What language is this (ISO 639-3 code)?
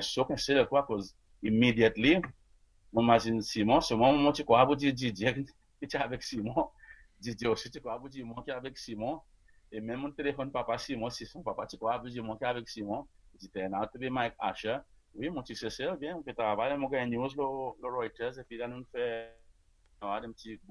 crs